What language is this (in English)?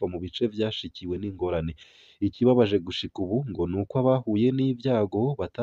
Rundi